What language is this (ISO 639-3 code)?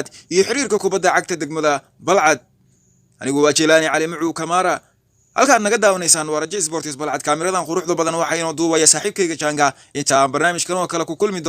som